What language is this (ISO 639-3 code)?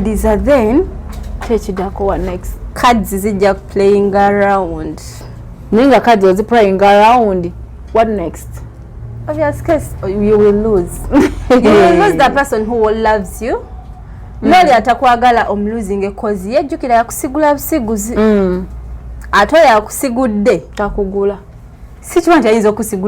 lug